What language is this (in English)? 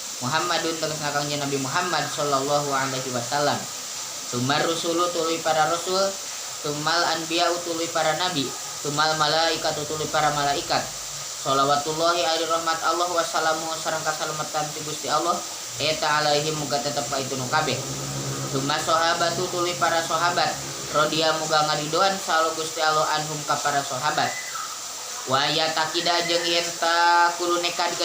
Sundanese